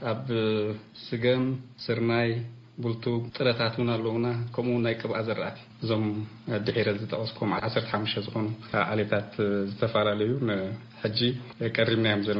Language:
Tigrinya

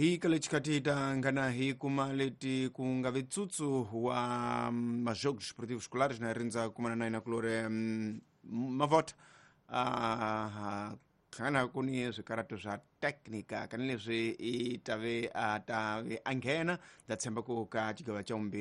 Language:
Tsonga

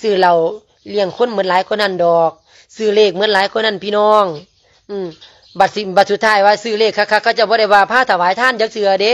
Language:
Lao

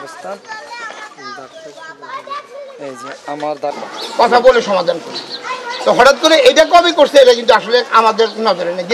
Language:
Bangla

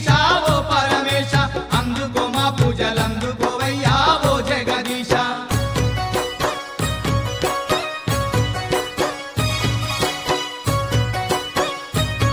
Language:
Telugu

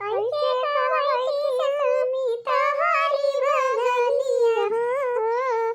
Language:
Awadhi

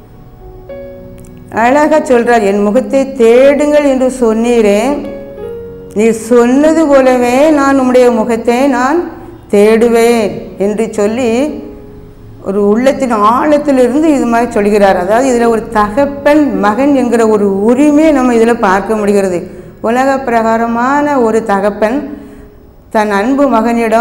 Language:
Tamil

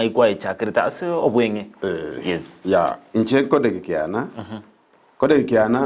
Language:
Gusii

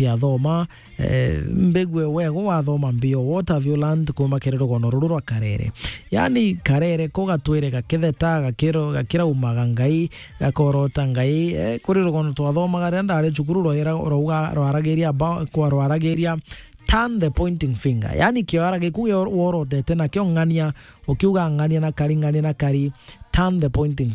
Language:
Meru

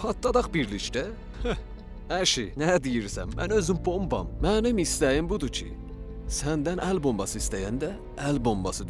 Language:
South Azerbaijani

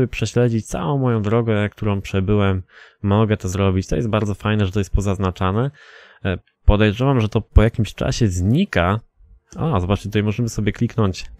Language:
Polish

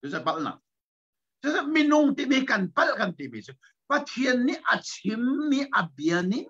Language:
Hakha Chin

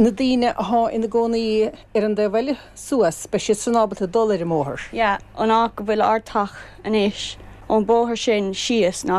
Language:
Irish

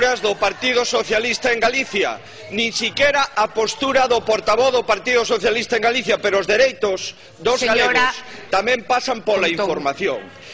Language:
Galician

